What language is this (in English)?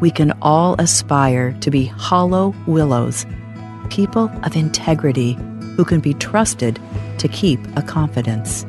Palauan